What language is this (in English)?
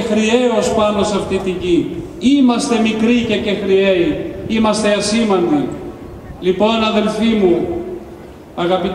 Greek